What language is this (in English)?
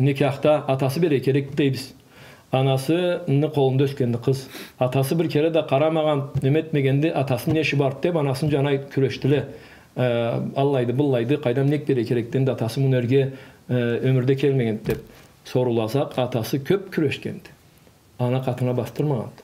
Karachay-Balkar